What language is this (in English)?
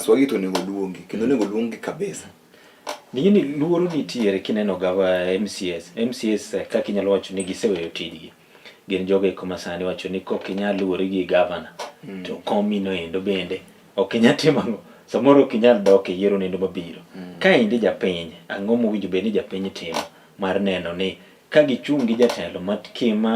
Luo (Kenya and Tanzania)